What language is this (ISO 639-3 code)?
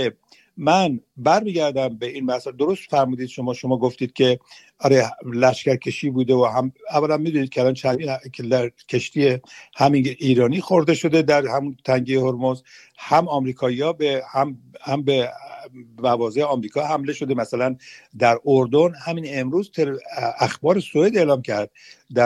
fas